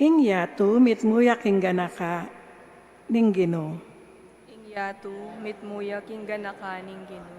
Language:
Pampanga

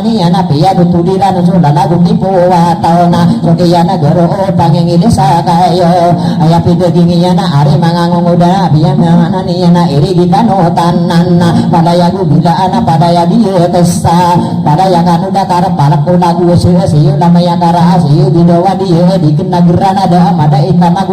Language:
Maranao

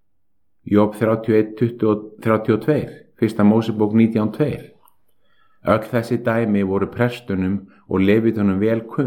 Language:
Icelandic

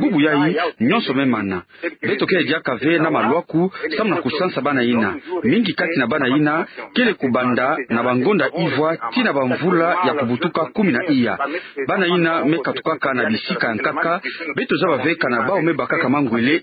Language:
Kituba (Democratic Republic of Congo)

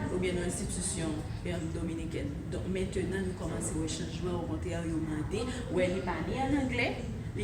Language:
Haitian Creole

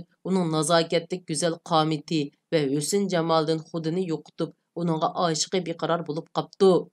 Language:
Uyghur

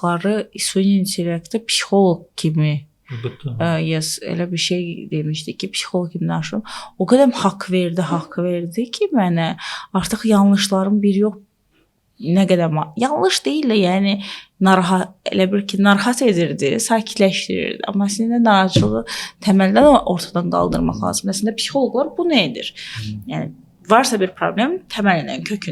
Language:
Azerbaijani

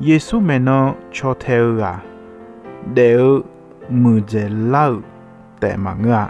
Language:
Akha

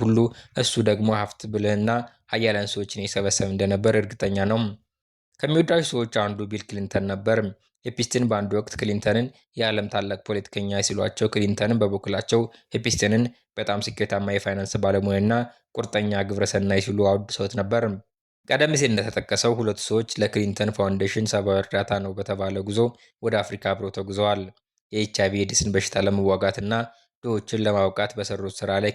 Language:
Amharic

